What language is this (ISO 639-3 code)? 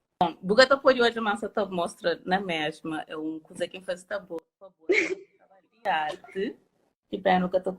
kea